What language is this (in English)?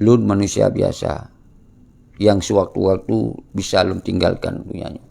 Achinese